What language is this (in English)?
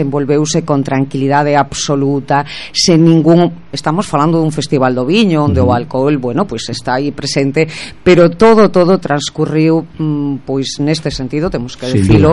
Galician